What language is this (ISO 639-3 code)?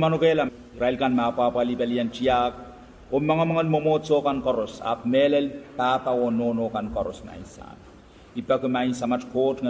pon